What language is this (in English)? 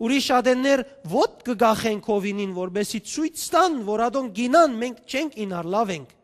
Western Armenian